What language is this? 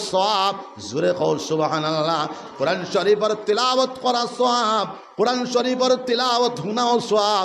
Sylheti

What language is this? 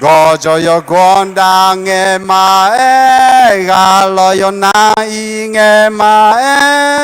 Akha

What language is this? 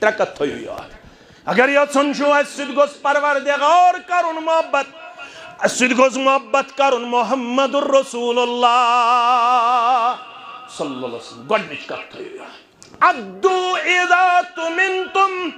Kashmiri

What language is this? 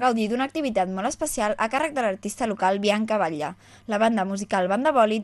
Catalan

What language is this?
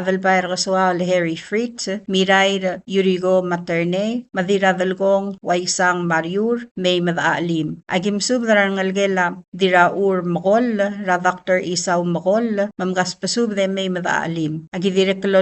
Palauan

